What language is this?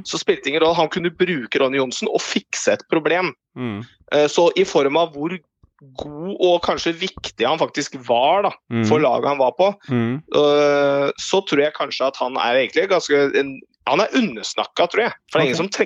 Norwegian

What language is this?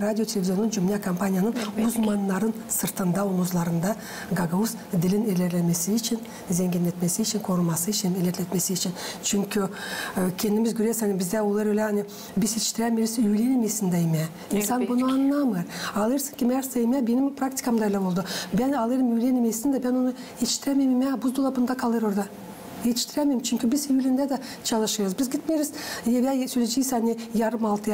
Gagauz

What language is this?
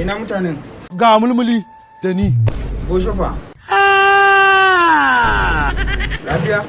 Hausa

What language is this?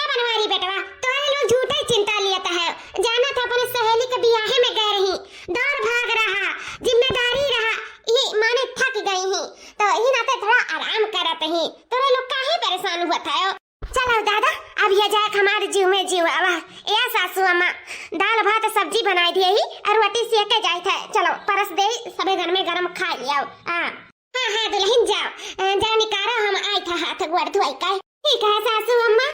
Awadhi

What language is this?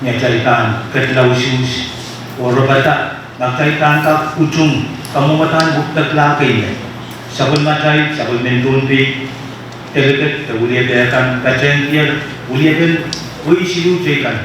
Pohnpeian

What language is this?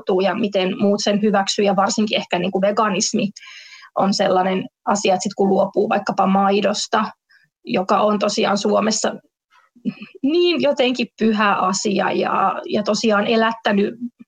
Finnish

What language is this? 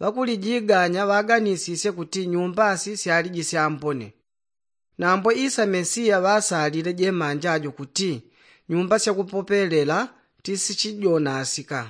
Yao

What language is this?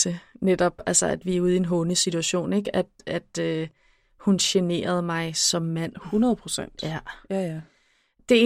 Danish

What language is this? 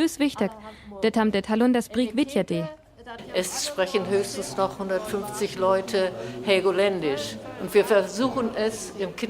Northern Frisian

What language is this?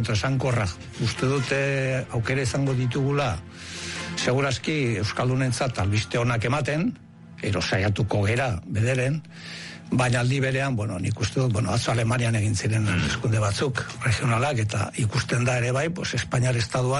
Basque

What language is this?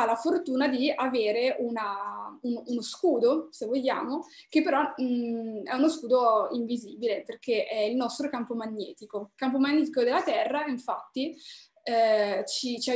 Italian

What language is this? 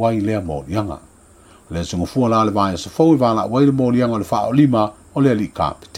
Samoan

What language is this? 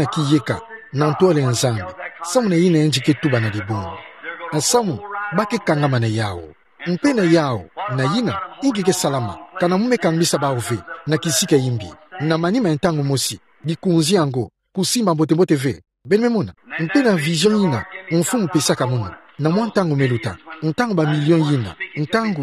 Kituba (Democratic Republic of Congo)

